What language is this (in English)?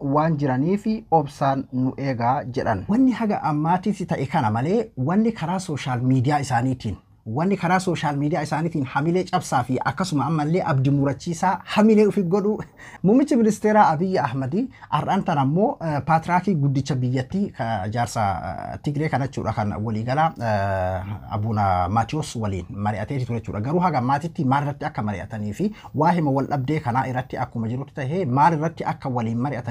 Oromo